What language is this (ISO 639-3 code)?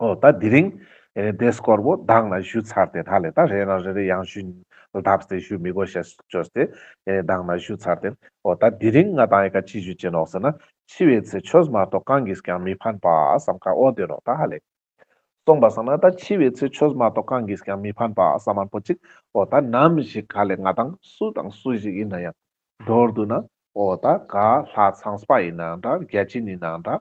lbj